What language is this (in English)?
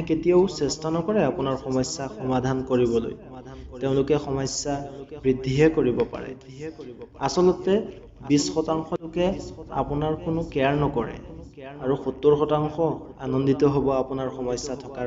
Assamese